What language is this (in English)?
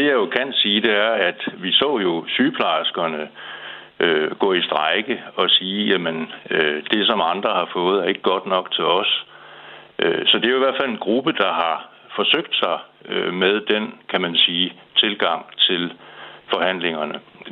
Danish